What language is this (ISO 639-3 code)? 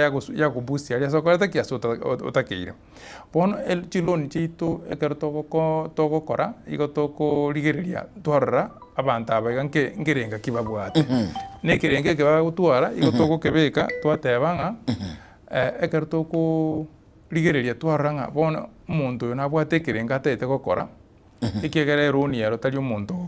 guz